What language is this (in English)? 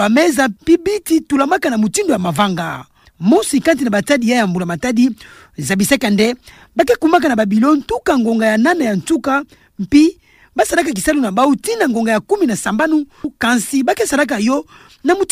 Kituba (Democratic Republic of Congo)